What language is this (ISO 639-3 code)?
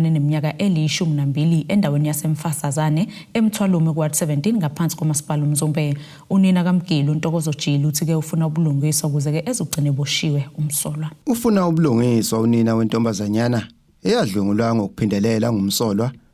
zul